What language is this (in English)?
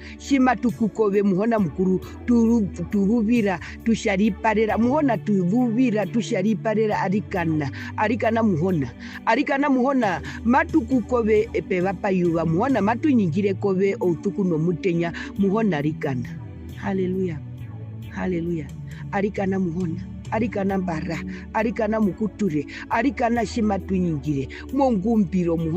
Herero